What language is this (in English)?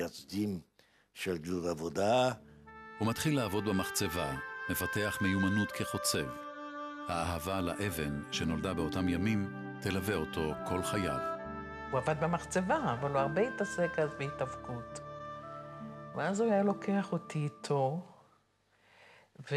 Hebrew